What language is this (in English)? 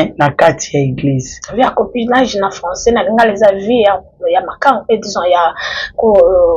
Lingala